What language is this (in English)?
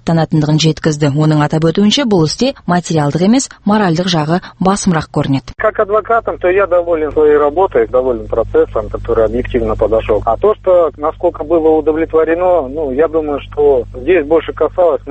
Kazakh